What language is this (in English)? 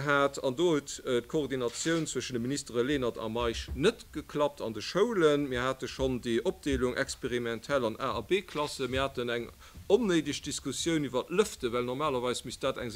Luxembourgish